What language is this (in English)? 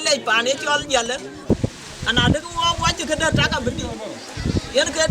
Dinka